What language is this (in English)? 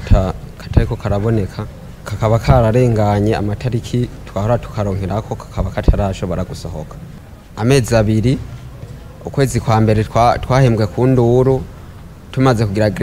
Rundi